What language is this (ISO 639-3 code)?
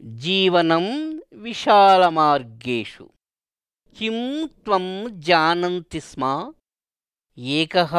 san